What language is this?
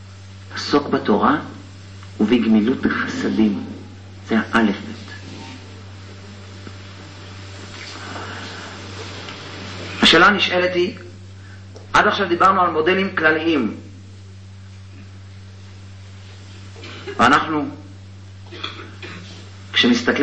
Hebrew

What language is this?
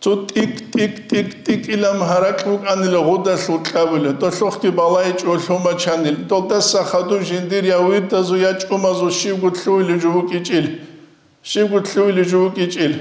Avaric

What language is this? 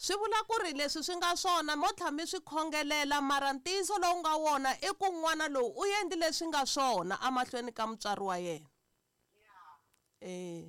Tsonga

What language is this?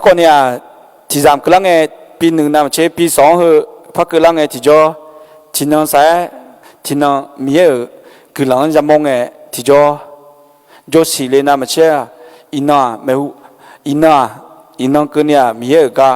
Akha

